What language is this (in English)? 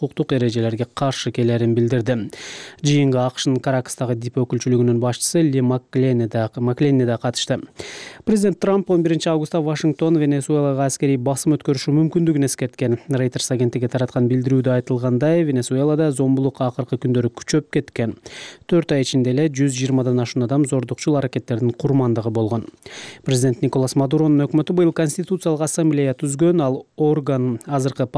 Kyrgyz